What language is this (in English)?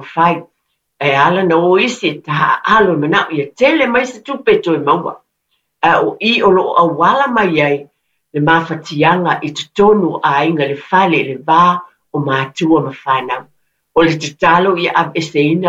Samoan